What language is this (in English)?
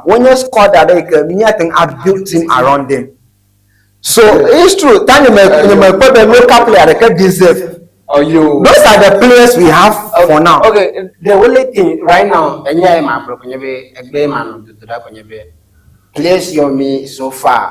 Ewe